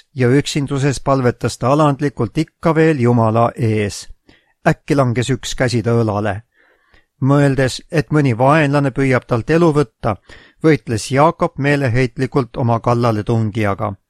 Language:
Estonian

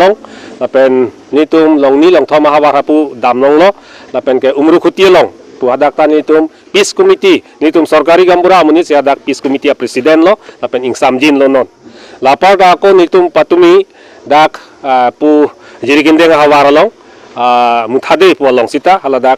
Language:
Karbi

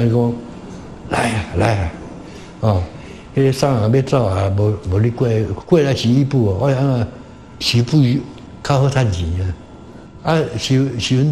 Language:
Min Nan Chinese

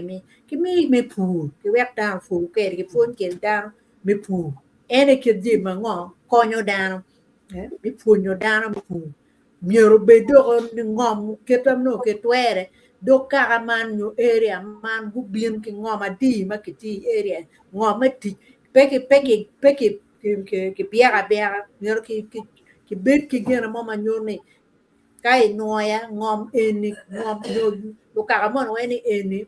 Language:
Acoli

